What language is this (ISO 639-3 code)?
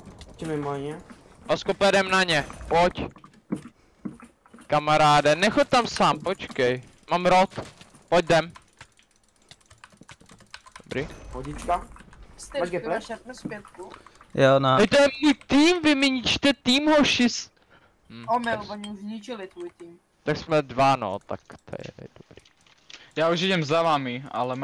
ces